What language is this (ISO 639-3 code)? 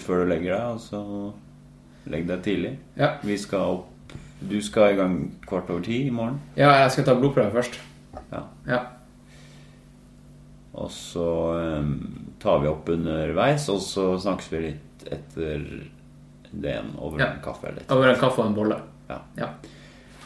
nor